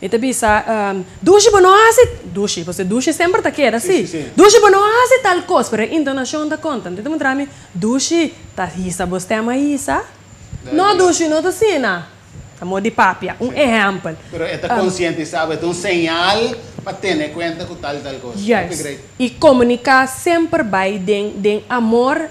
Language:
Papiamento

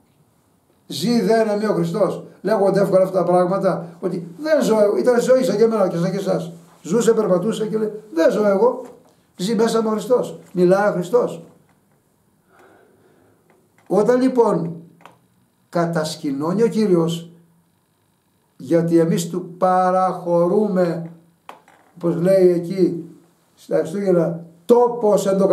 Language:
Greek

